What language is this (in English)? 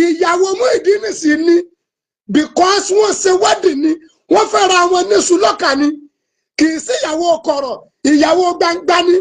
Yoruba